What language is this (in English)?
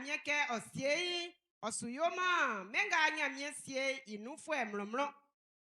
Baoulé